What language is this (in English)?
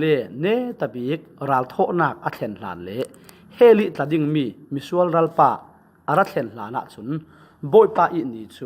Falam Chin